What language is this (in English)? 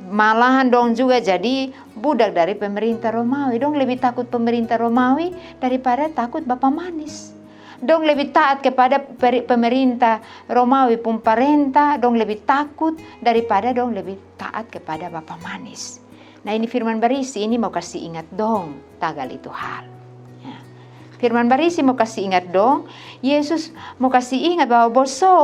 Kupang Malay